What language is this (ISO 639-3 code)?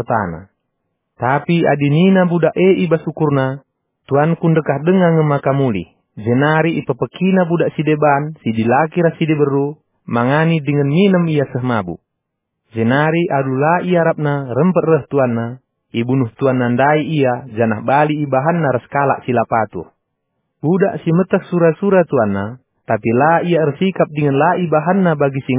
btx